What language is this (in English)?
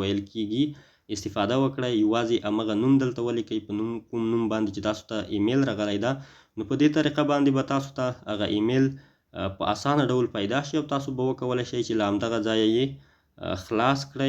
Pashto